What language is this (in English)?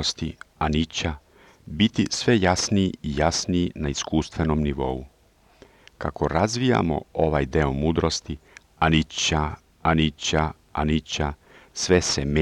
Serbian